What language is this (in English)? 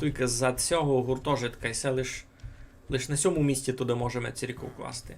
Rusyn